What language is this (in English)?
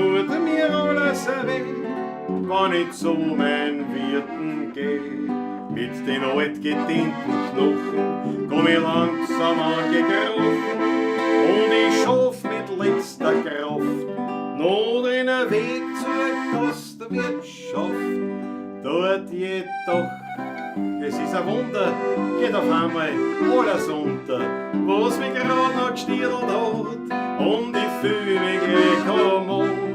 Bavarian